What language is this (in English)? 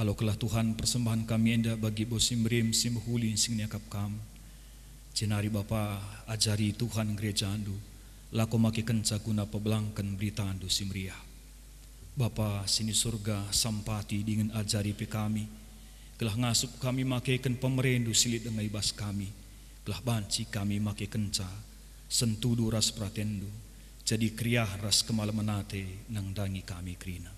Batak Karo